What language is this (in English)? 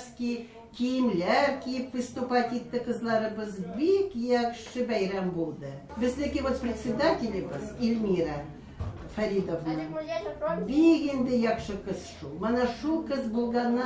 Tatar